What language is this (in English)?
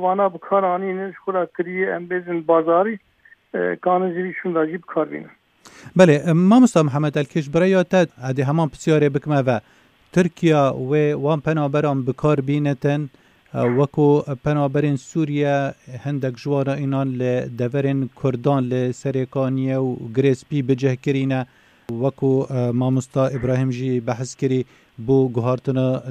Kurdish